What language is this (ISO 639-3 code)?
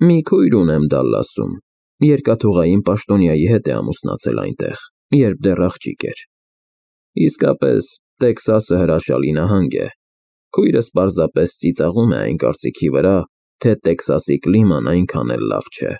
hye